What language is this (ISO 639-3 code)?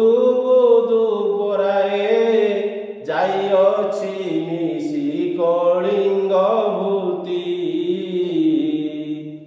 ori